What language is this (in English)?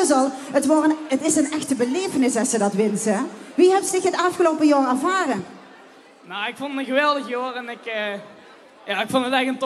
Limburgish